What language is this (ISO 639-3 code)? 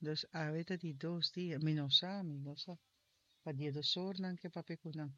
pap